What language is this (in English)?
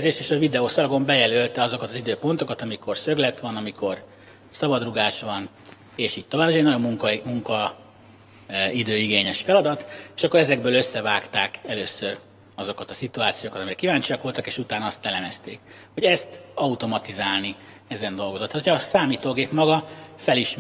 Hungarian